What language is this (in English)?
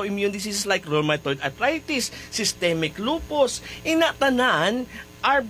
Hiligaynon